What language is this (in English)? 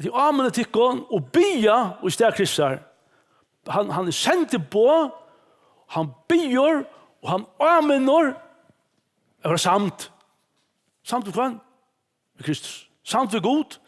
Faroese